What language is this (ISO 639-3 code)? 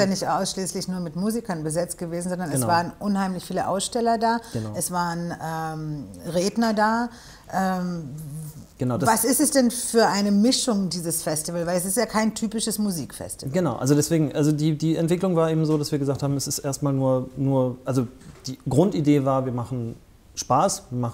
deu